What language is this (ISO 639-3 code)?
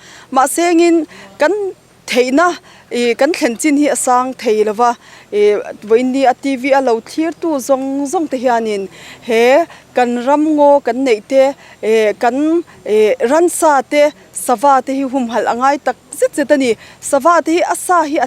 lus